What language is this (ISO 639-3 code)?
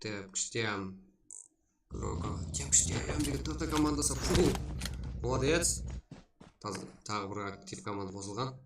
kaa